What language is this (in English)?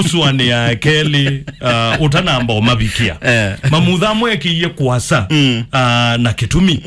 Kamba